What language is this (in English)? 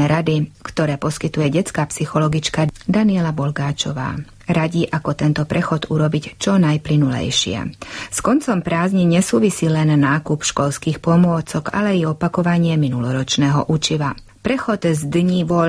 Slovak